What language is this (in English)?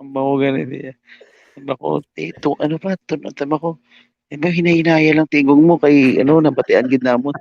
Hiligaynon